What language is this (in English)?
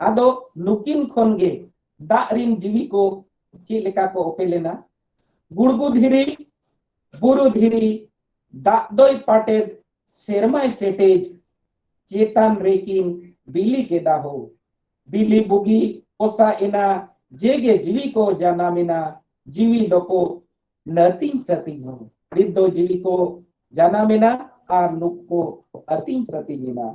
Santali